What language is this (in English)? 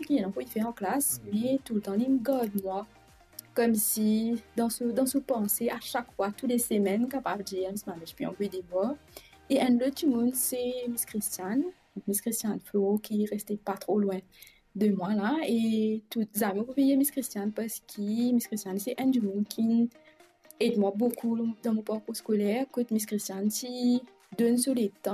Morisyen